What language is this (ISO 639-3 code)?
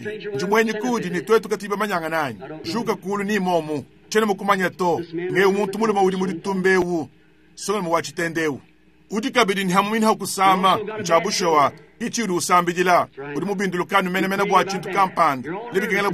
lua